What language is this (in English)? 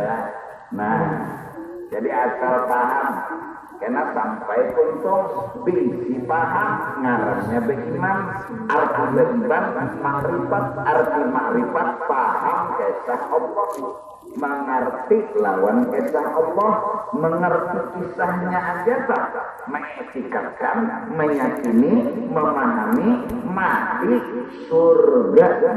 Banjar